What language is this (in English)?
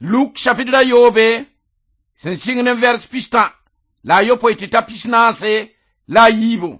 Mossi